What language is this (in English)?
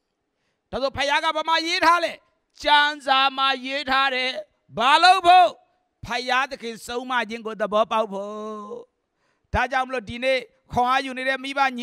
Burmese